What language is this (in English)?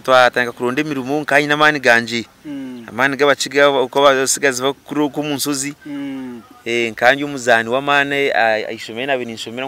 Nyankole